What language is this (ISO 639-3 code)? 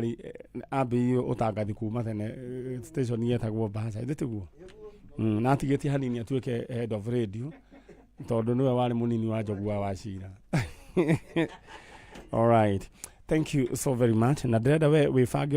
kik